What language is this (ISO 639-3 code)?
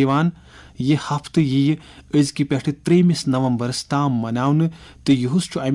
kas